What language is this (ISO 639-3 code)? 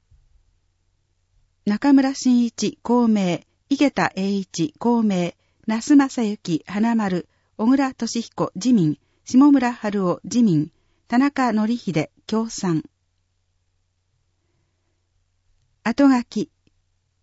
jpn